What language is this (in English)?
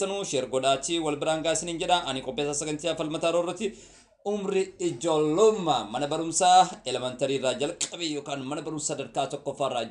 Oromo